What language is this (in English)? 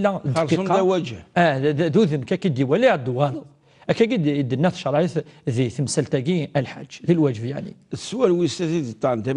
Kabyle